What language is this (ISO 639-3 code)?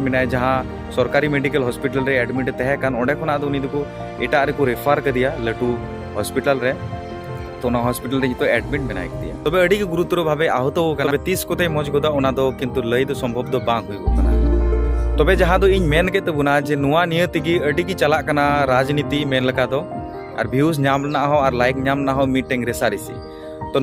sat